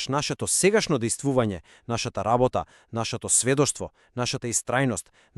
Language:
Macedonian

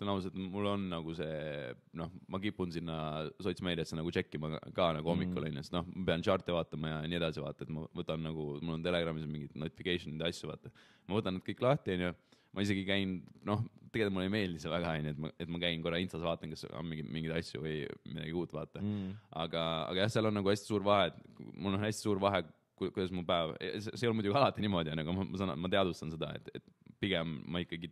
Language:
Estonian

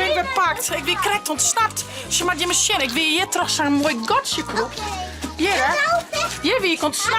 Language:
Western Frisian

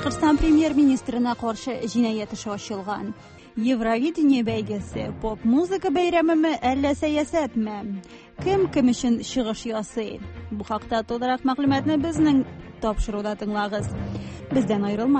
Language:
Tatar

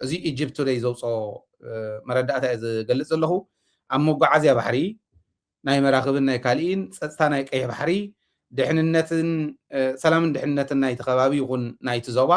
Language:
Tigrinya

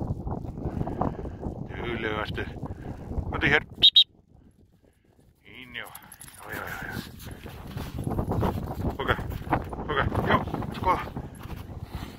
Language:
Icelandic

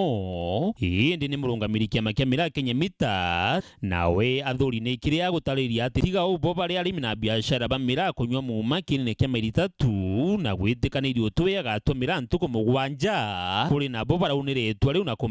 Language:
Meru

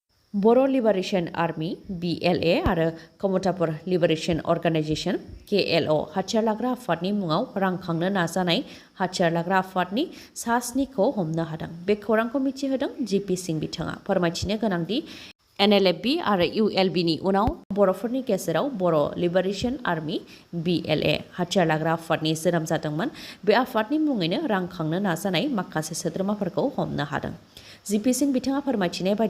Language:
Bodo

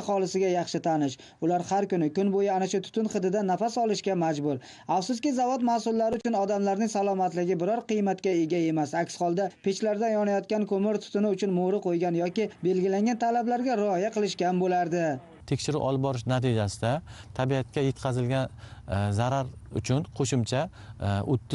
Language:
Uzbek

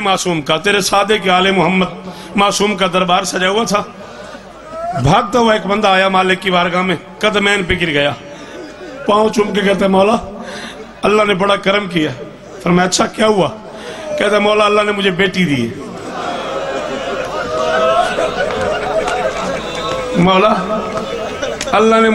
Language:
Urdu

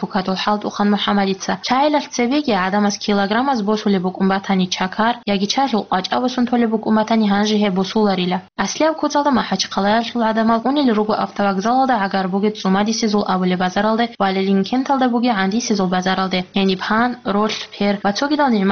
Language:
Avaric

